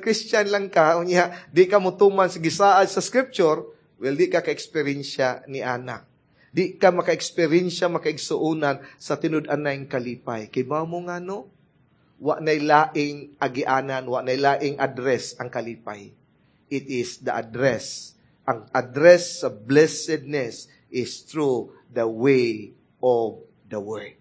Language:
Cebuano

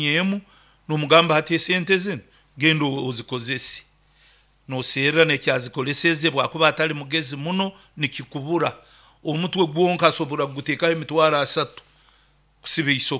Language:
Nyankole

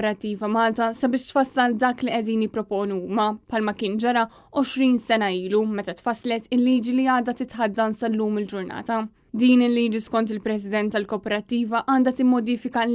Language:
Maltese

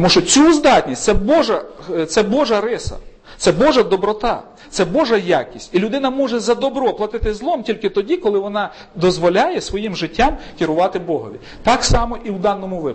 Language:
Ukrainian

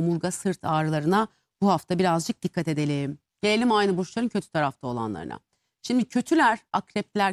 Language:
Turkish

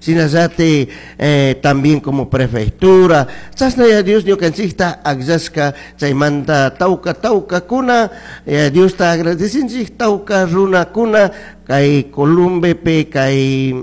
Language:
Chimborazo Highland Quichua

